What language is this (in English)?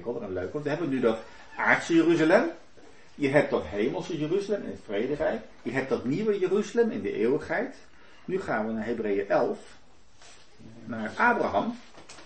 Dutch